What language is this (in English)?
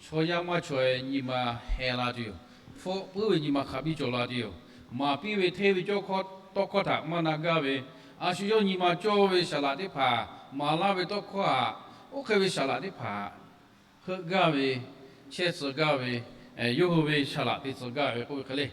Lahu